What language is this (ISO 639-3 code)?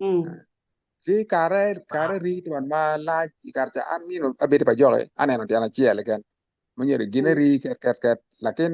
ach